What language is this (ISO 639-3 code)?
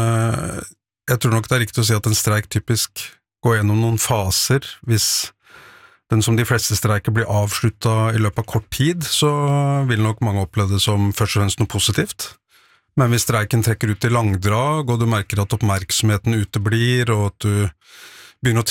nor